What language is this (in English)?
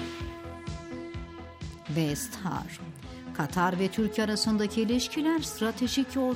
Turkish